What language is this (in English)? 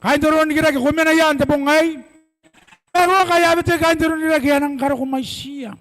Gilbertese